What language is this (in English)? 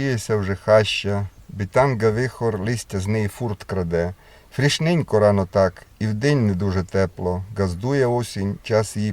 Rusyn